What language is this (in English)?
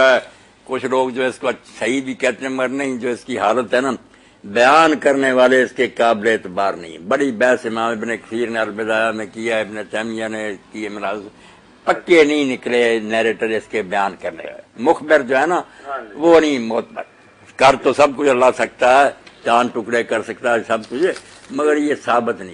Urdu